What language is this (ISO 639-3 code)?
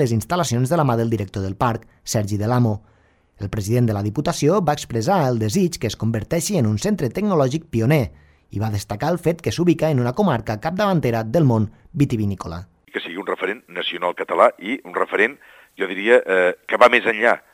cat